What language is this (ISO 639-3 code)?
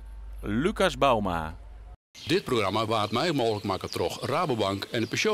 fry